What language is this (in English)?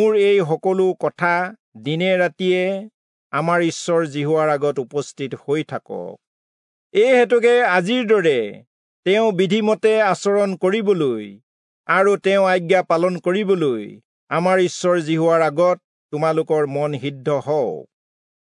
Assamese